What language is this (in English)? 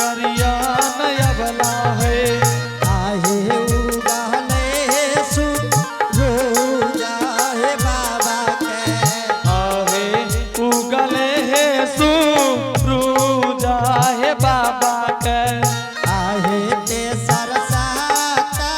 Angika